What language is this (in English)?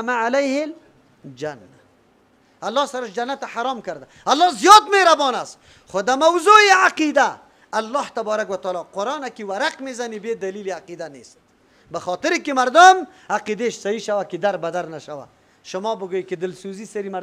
Persian